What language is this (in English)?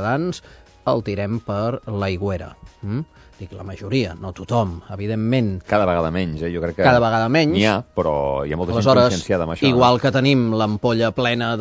Catalan